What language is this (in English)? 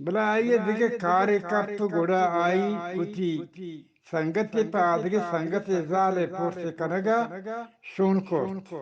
Eastern Balochi